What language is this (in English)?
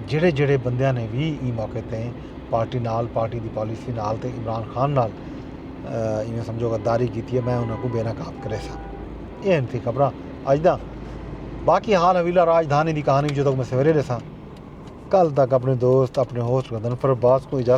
Saraiki